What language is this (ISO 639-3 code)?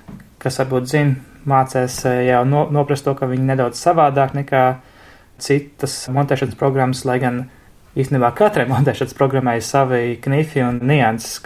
lav